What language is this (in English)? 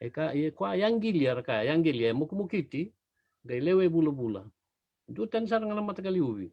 Fijian